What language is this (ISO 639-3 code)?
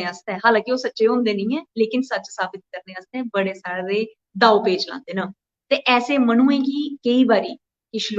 doi